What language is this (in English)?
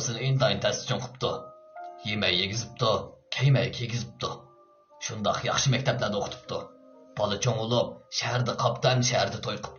Uyghur